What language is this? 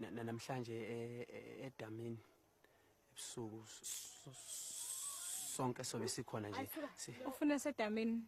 Zulu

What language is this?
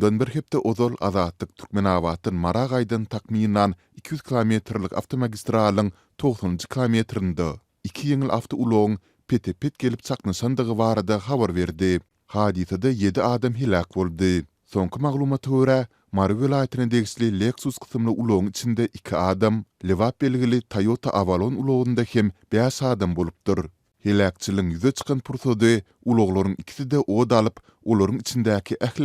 Turkmen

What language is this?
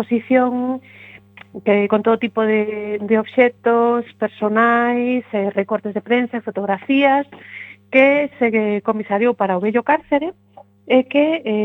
Galician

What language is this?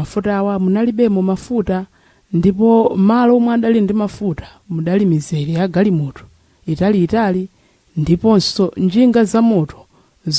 Nyanja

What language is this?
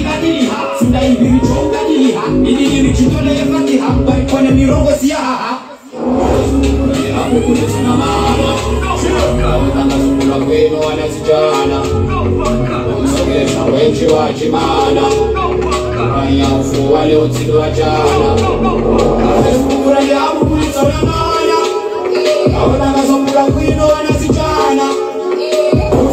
Swahili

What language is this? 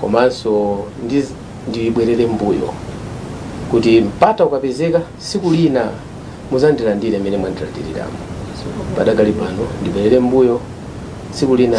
Nyanja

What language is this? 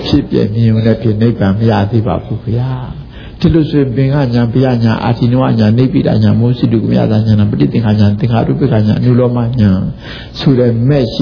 Burmese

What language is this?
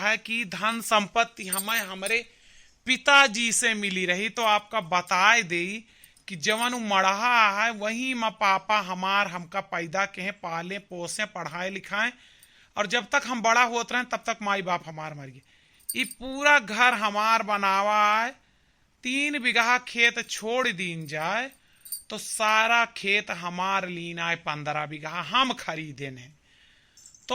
Awadhi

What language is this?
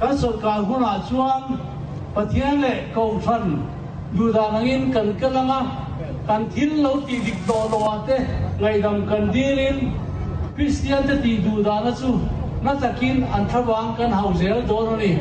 Mizo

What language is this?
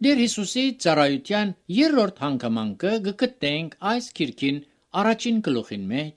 Armenian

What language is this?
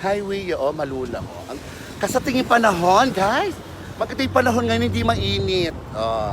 Pampanga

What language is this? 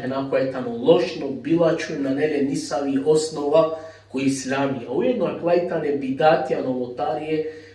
Balkan Romani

